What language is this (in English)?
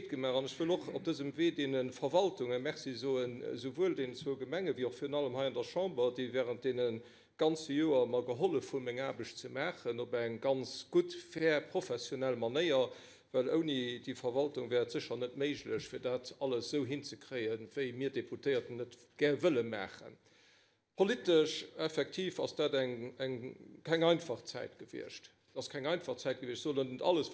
Luxembourgish